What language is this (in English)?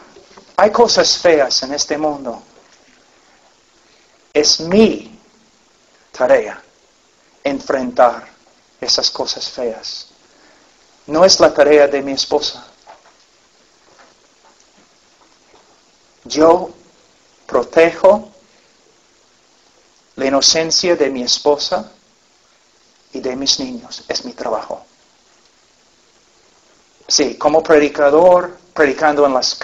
Spanish